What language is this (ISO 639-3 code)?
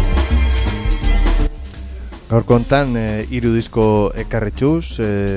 eus